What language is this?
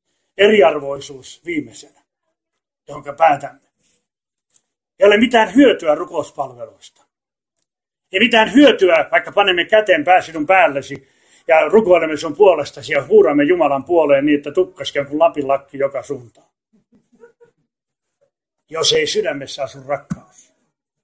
Finnish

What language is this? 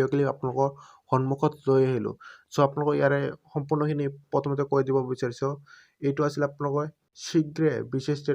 Assamese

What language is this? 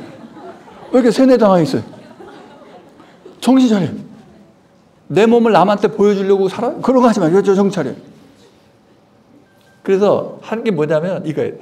Korean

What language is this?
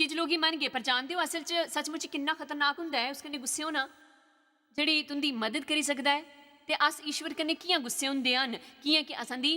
Dogri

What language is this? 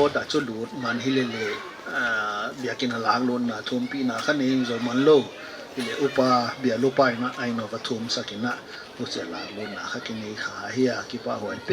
Paite Chin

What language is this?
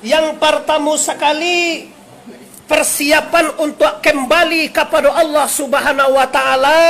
Minangkabau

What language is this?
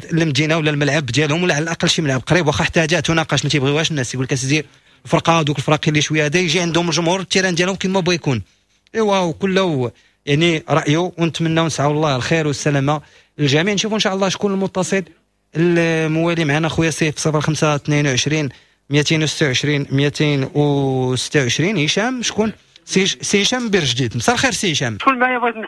Moroccan Arabic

